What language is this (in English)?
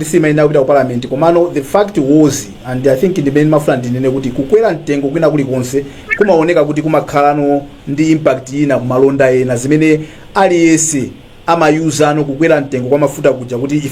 Nyanja